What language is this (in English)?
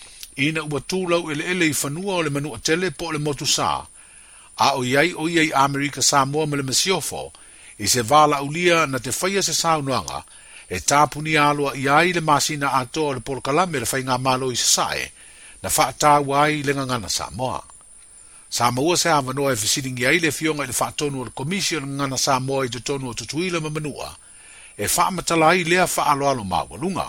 Samoan